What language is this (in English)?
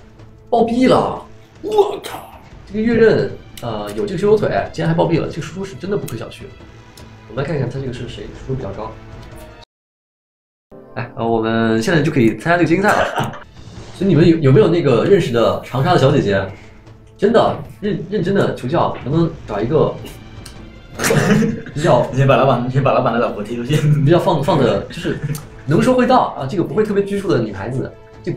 Chinese